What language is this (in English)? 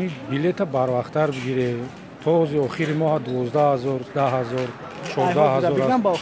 Tajik